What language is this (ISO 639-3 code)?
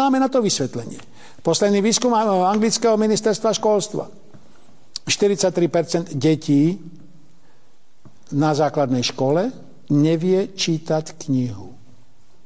slk